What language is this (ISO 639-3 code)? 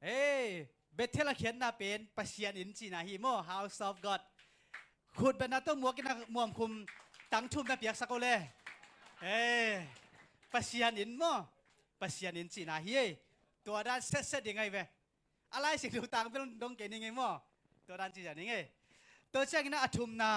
ctd